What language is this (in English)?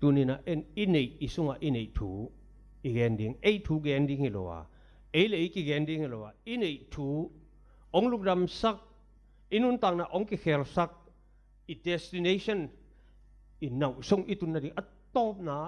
Tedim Chin